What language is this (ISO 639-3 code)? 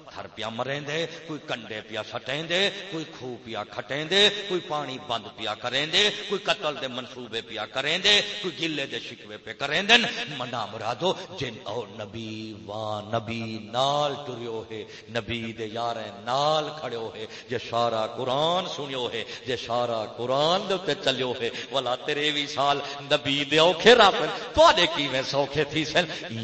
skr